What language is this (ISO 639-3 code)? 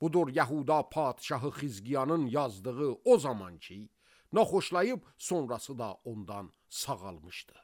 aze